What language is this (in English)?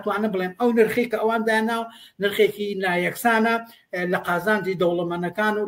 Central Kurdish